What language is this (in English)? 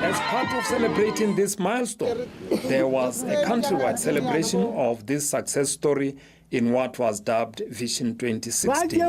Tswana